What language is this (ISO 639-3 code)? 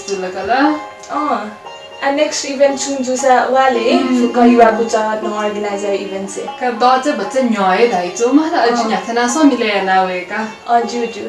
new